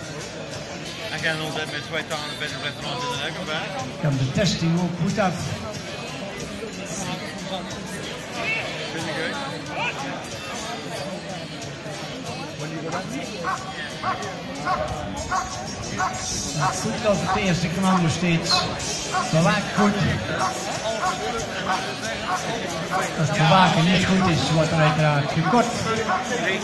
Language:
Dutch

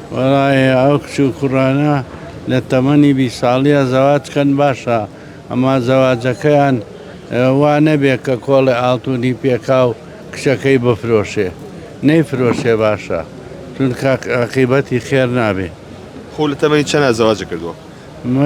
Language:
Central Kurdish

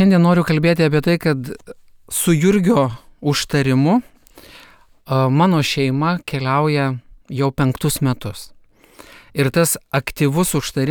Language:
Lithuanian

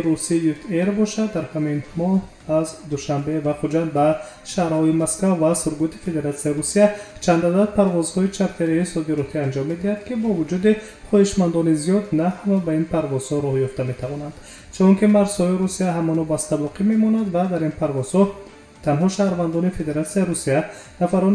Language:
Tajik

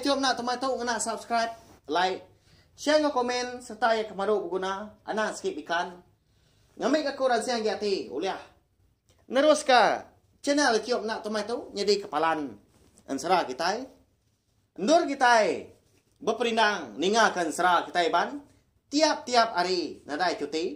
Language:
Iban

